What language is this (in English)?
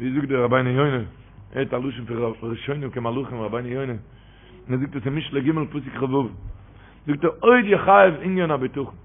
Yiddish